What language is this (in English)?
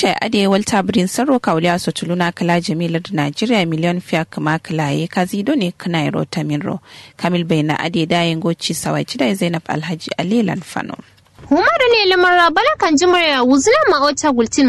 Kanuri